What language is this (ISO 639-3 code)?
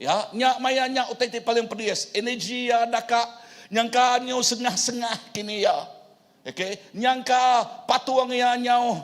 iba